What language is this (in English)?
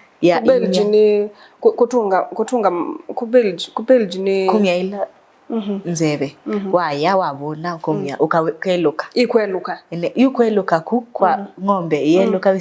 Kamba